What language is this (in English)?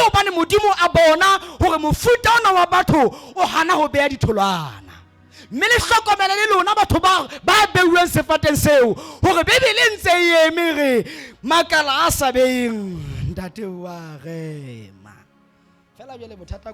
Southern Sotho